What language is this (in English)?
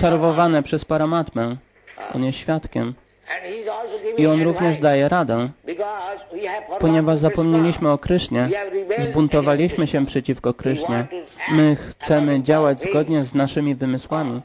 Polish